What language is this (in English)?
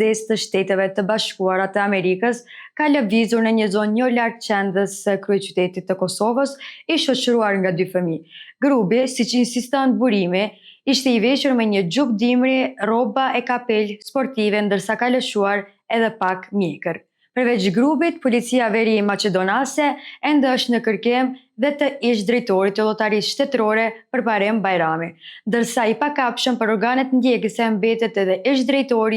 Albanian